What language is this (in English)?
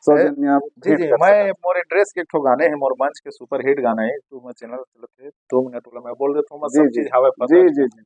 Chhattisgarhi